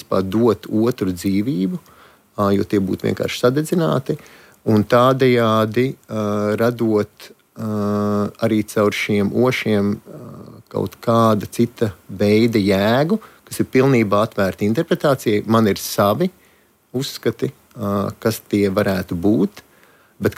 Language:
Latvian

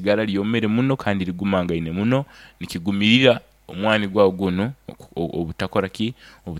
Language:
Nyoro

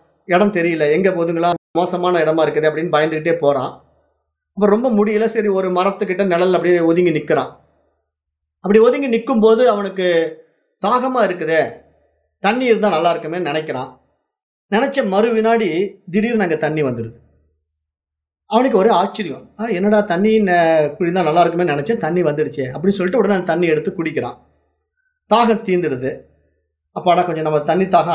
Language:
Tamil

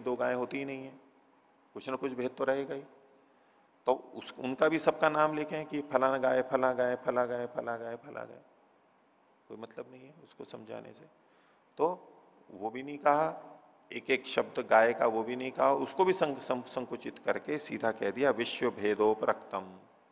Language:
Hindi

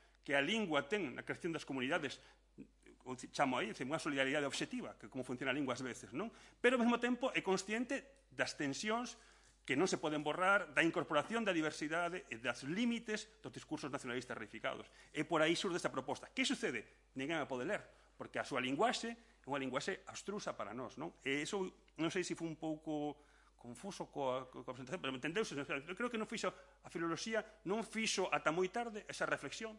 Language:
Galician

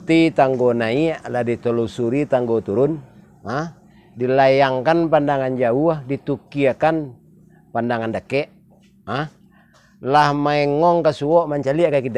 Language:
Minangkabau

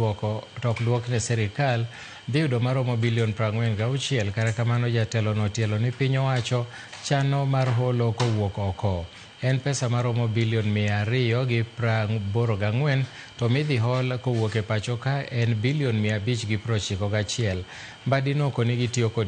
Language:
Luo (Kenya and Tanzania)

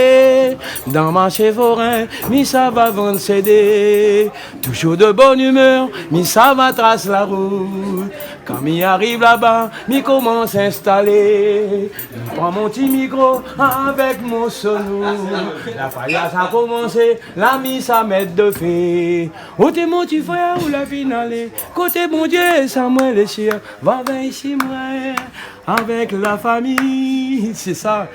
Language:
Réunion Creole French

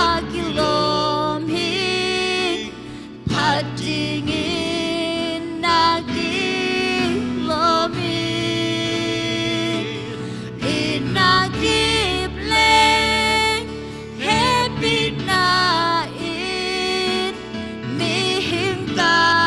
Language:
Tedim Chin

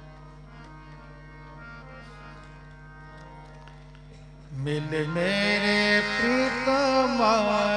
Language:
Punjabi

